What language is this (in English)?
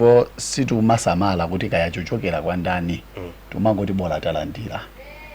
Nyanja